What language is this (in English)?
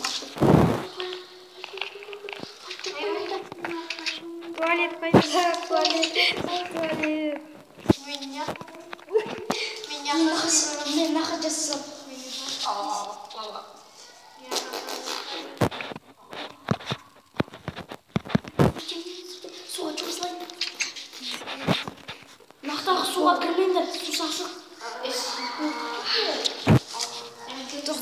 Kazakh